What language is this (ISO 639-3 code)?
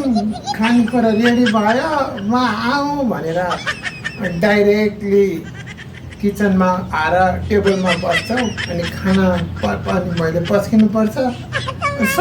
nep